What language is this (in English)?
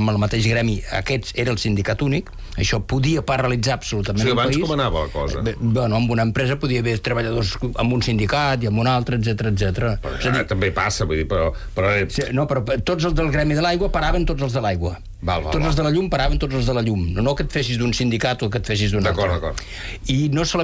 Catalan